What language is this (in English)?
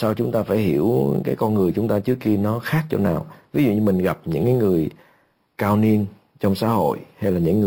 Vietnamese